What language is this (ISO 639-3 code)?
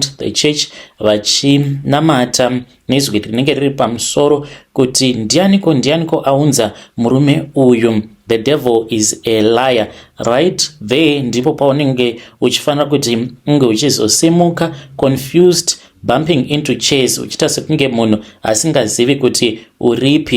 sna